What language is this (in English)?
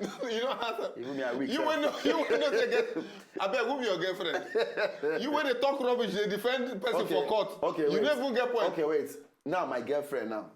Nigerian Pidgin